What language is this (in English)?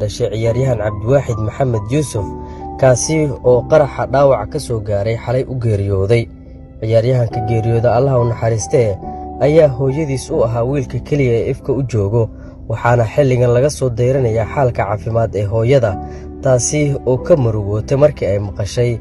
Somali